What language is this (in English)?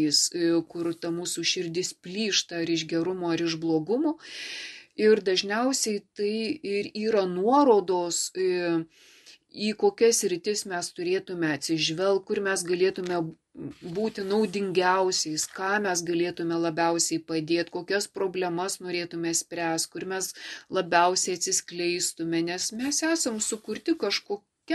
Lithuanian